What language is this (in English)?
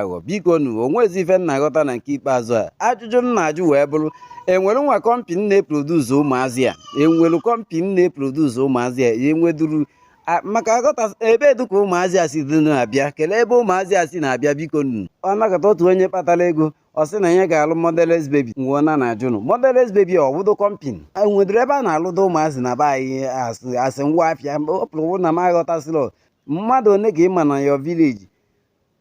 Igbo